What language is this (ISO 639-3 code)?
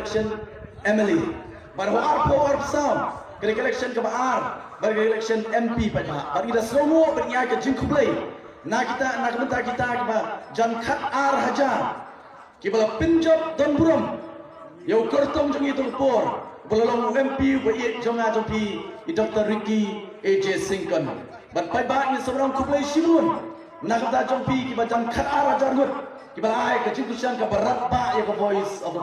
kha